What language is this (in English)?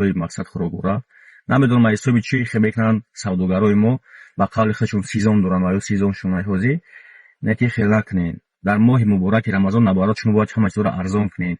Tajik